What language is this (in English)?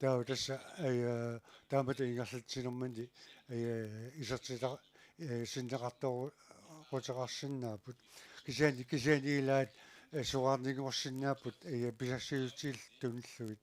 Kalaallisut